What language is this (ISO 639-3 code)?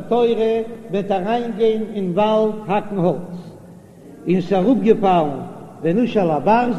yid